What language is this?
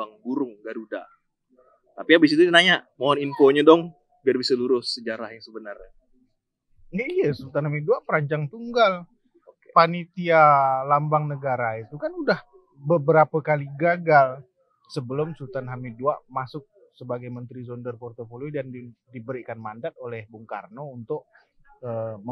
Indonesian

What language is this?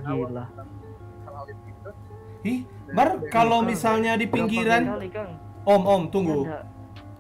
Manado Malay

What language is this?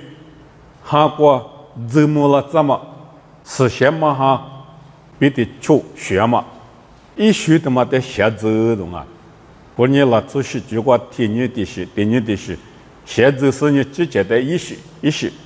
Lisu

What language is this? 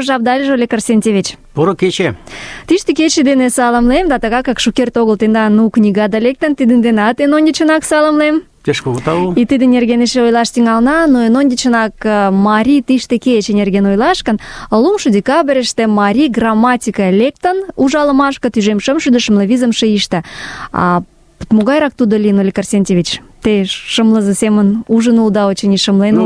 Mari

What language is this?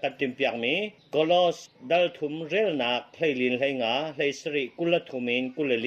Hakha Chin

